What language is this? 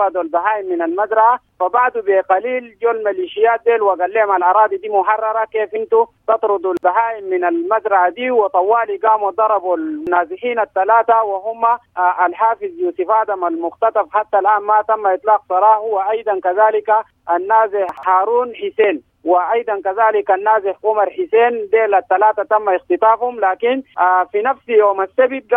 Sudanese Arabic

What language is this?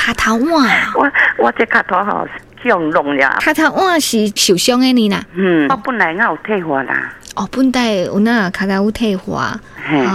Min Nan Chinese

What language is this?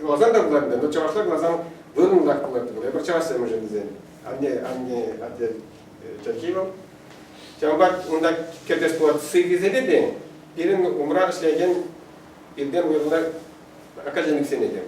Chuvash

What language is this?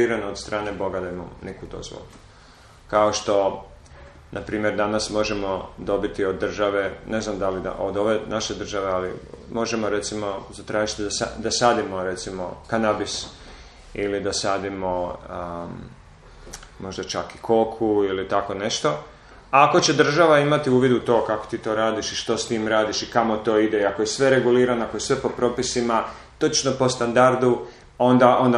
Croatian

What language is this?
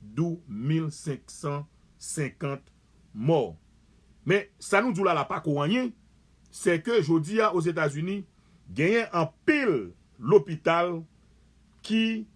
Haitian Creole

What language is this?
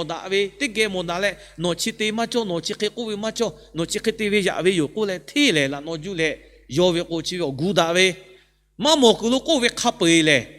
Lahu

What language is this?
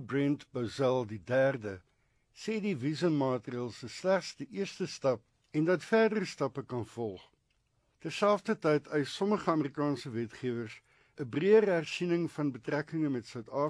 Afrikaans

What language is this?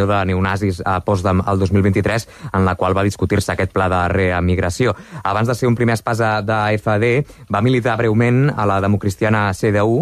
Catalan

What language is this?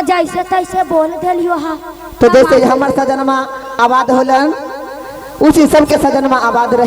Magahi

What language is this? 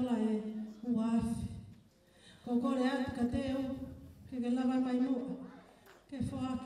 Tongan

